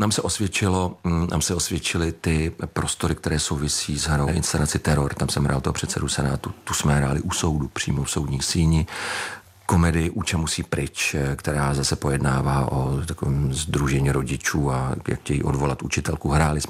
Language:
Czech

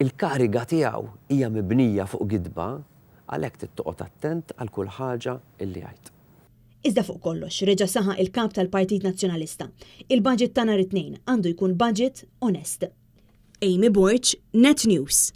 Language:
Maltese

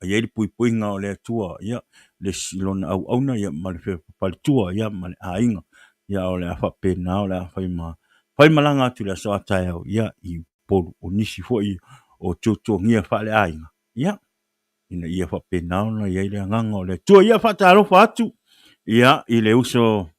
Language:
Samoan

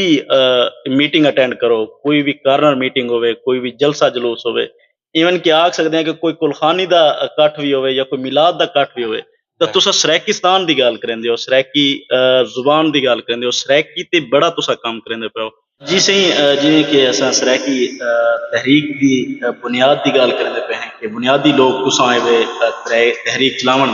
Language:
Saraiki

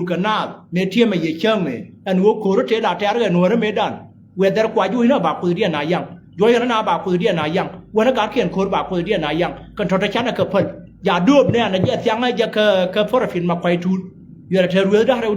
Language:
Nuer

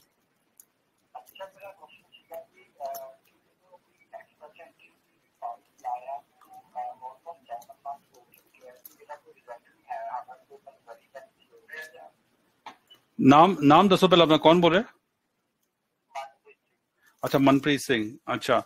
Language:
Punjabi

